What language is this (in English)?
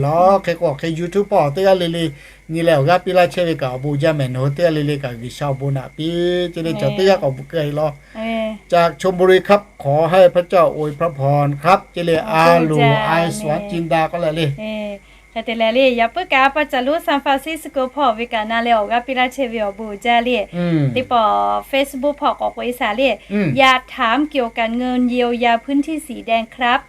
Lahu